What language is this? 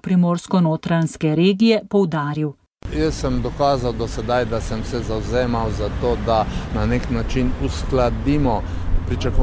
Slovenian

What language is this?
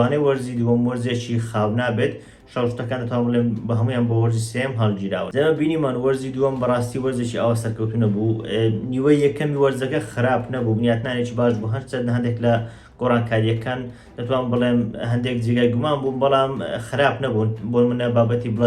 Central Kurdish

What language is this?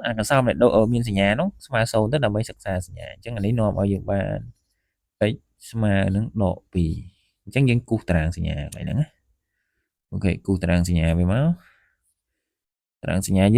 Khmer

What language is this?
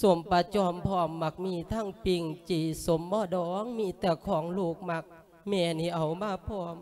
Lao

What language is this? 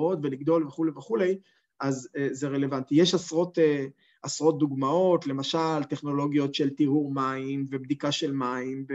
Hebrew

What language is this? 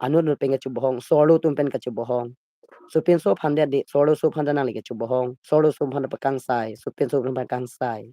Karbi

